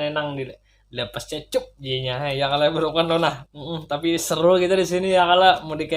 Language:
Banjar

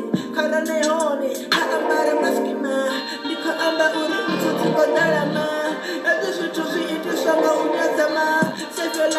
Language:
Venda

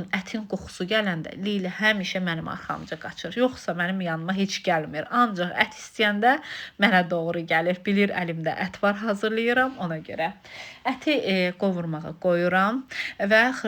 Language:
Azerbaijani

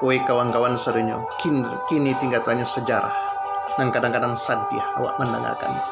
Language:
Minangkabau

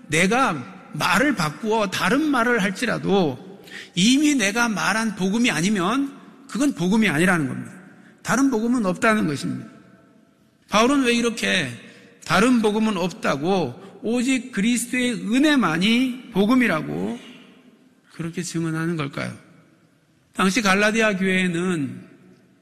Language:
Korean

